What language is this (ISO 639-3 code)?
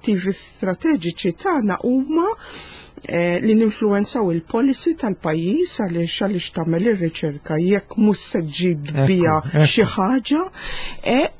mlt